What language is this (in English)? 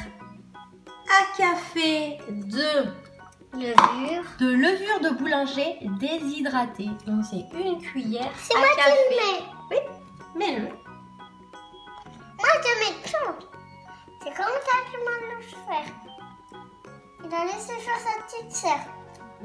French